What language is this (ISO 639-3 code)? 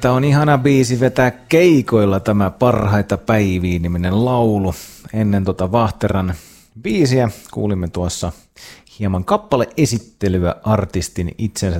fin